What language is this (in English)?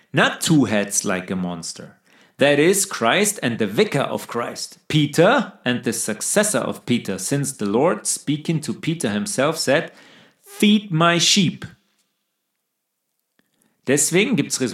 German